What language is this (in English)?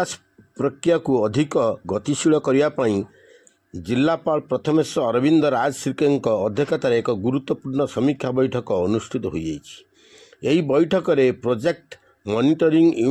Odia